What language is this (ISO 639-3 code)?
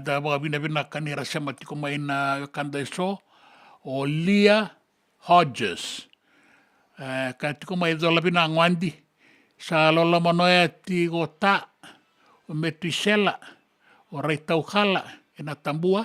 fij